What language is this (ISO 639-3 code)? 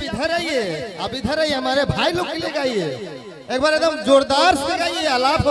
sck